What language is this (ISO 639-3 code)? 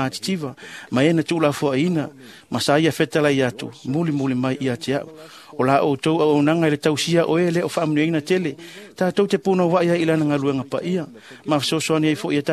smo